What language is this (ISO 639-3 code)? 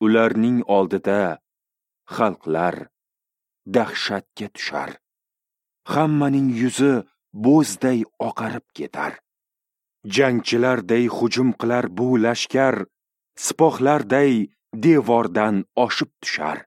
uzb